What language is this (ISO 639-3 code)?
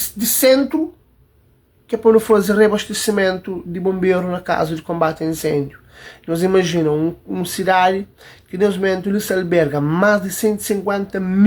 kea